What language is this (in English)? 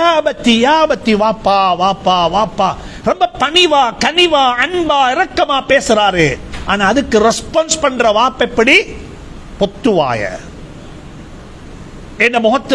Tamil